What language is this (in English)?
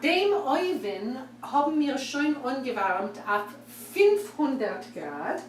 Yiddish